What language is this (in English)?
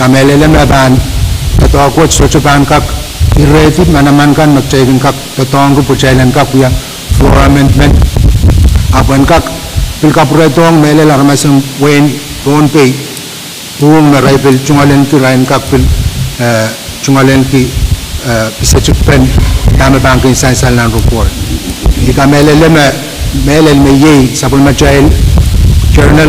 Pohnpeian